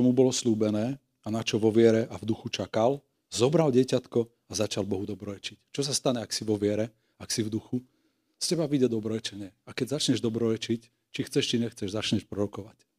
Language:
Slovak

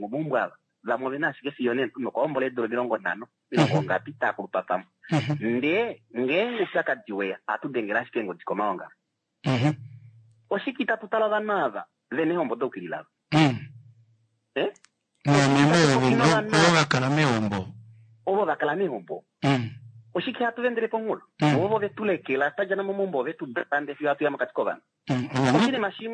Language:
Kuanyama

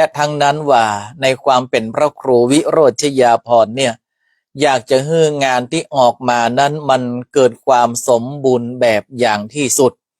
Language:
Northern Thai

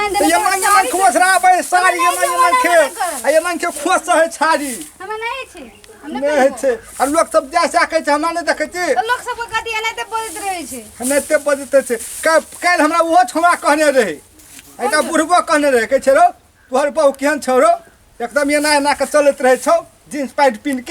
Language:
Maithili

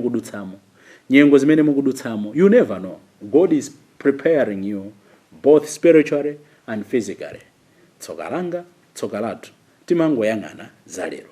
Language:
Nyanja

